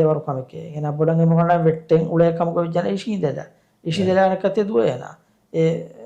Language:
Divehi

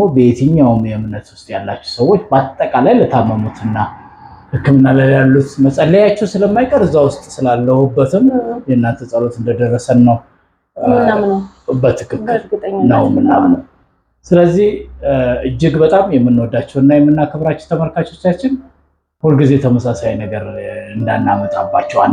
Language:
Amharic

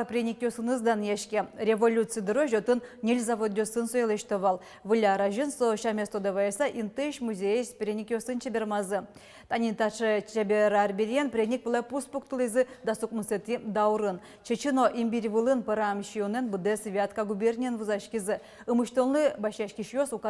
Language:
Udmurt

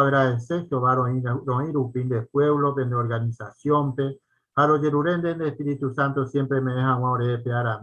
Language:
Guarani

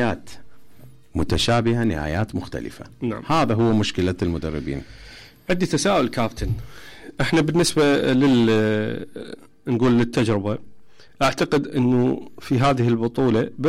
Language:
Mesopotamian Arabic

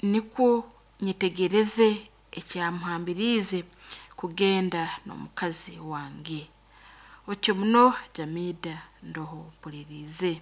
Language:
Nyankole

